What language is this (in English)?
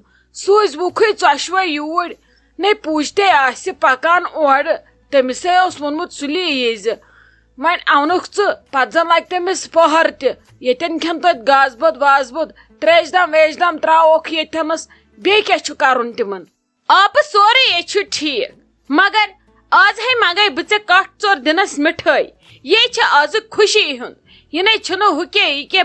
Kashmiri